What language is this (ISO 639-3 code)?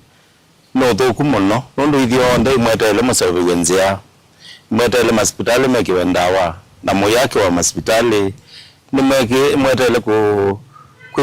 kam